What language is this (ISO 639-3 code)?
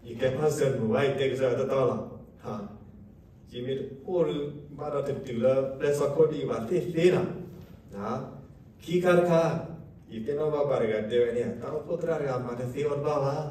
ksw